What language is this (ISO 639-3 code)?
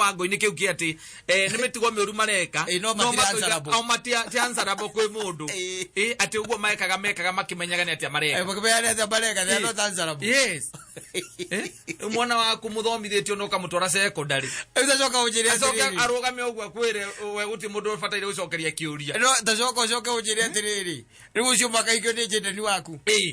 kik